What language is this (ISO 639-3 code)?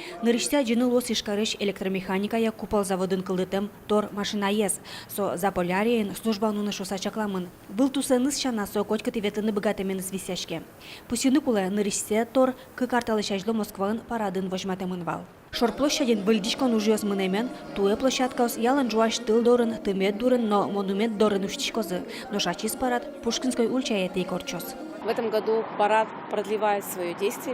udm